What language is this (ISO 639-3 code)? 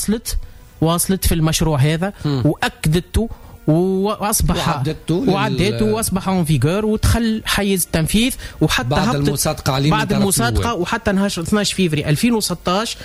aeb